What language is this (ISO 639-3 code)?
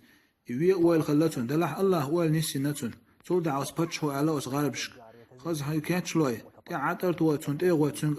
che